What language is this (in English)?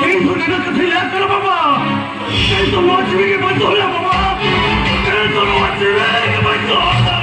Santali